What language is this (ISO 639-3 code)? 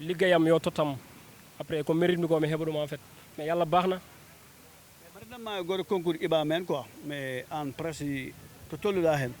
ful